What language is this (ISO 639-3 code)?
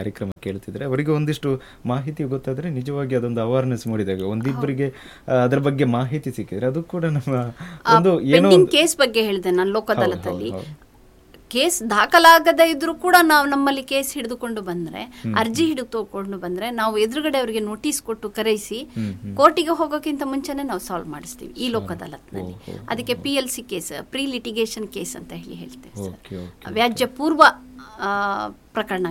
kan